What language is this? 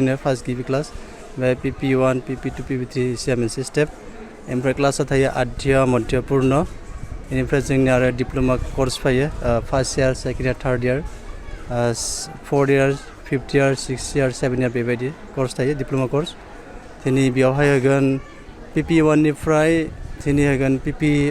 Bodo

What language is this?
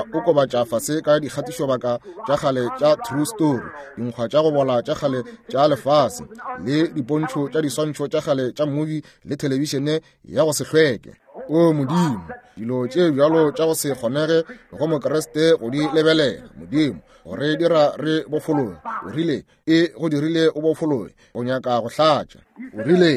Northern Sotho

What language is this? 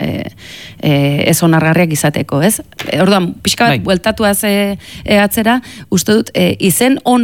Basque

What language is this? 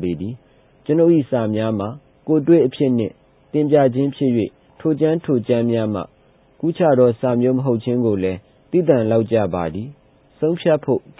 Burmese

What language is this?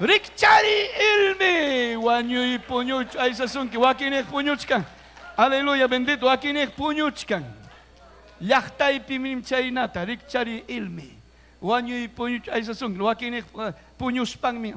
Ayacucho Quechua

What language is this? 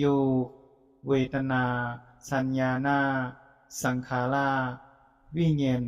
Shan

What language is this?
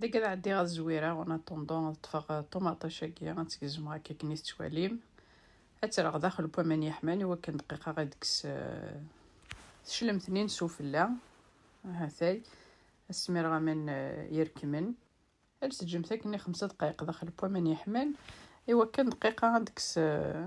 Kabyle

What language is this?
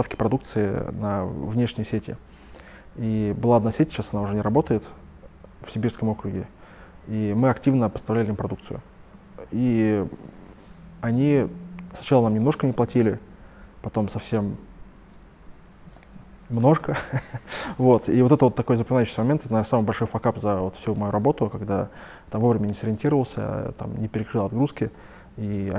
Russian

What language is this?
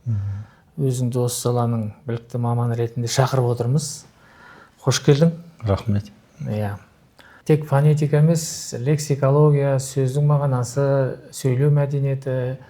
Kazakh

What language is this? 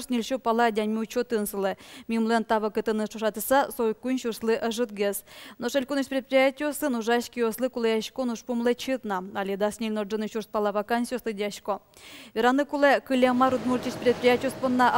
Udmurt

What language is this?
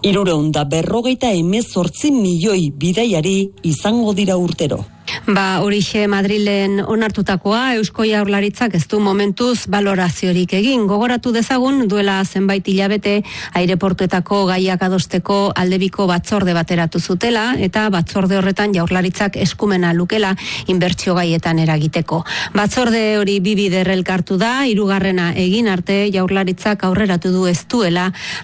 Basque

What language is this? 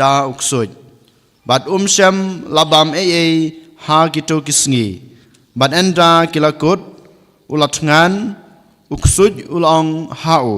Khasi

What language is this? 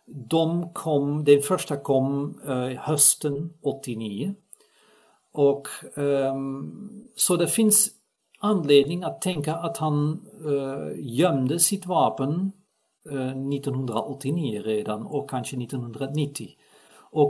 Swedish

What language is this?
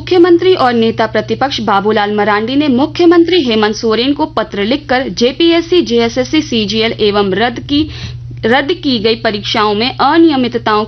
Hindi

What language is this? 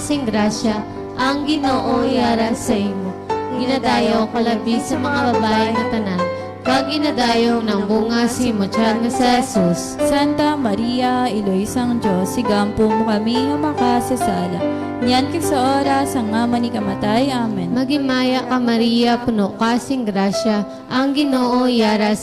Hiligaynon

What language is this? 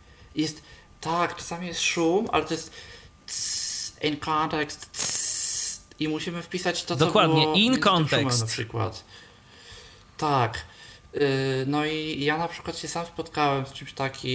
Polish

